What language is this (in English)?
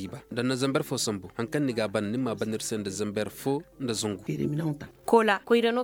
Koyraboro Senni